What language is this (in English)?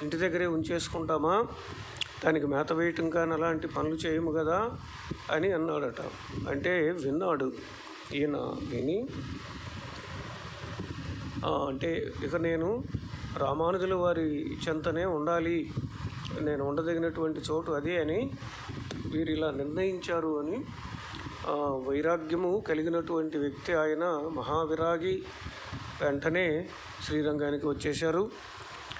Telugu